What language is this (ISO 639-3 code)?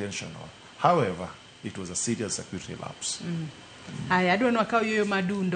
luo